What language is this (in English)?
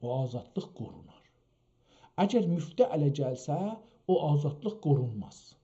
South Azerbaijani